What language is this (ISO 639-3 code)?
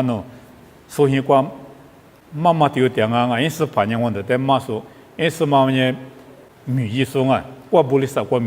lis